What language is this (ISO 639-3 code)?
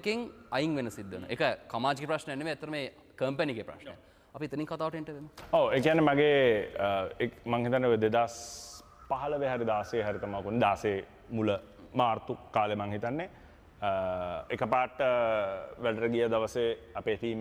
sin